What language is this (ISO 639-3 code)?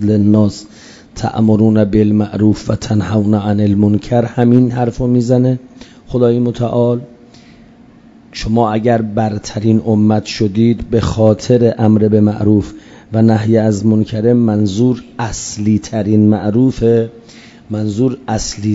fas